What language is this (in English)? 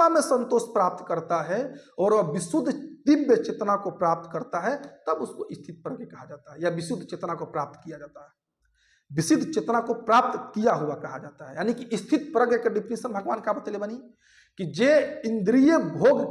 Bhojpuri